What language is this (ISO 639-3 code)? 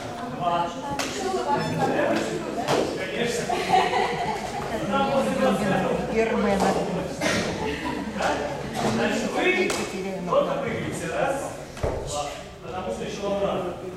rus